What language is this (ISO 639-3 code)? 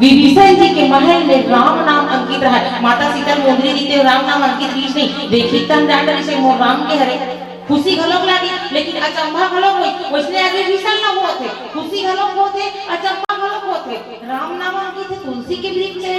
hne